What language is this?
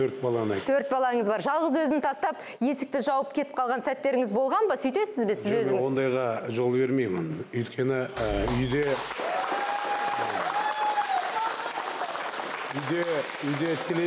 Kazakh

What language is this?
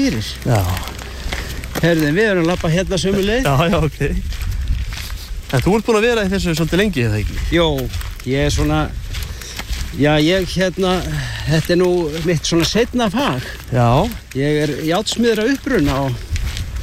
Icelandic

